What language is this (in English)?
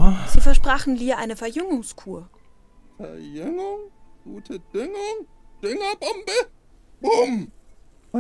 German